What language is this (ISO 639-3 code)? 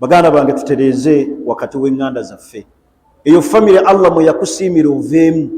lug